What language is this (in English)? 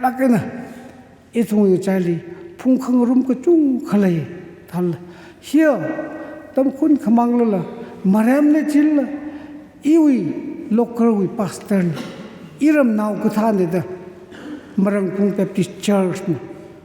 Tangkhul Naga (India)